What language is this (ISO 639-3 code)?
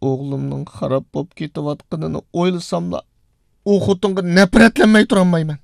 uig